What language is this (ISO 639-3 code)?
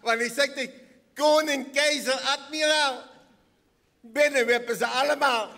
lim